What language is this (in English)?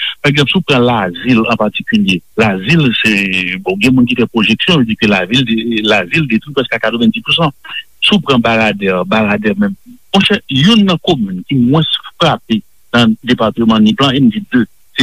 Haitian Creole